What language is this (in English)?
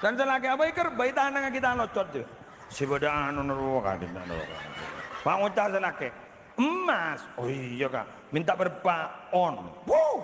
Madurese